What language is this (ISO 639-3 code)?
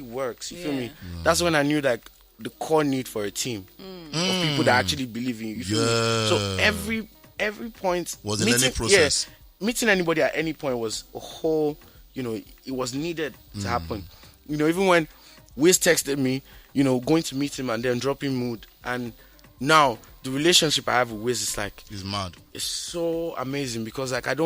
pcm